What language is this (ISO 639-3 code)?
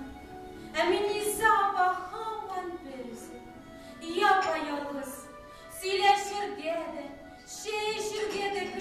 tat